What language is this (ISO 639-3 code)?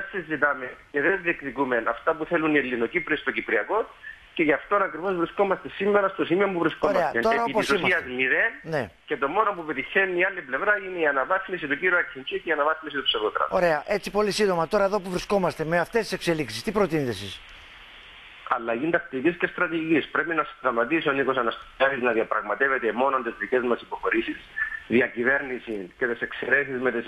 ell